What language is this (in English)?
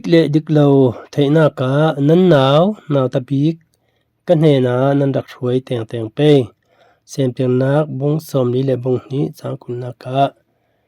Falam Chin